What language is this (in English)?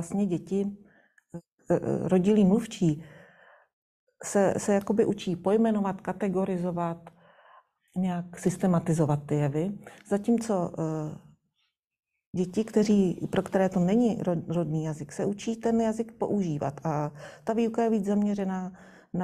Czech